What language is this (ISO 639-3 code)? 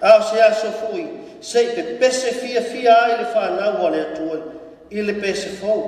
smo